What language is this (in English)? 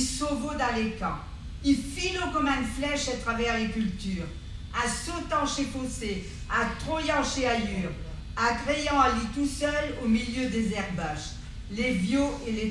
Picard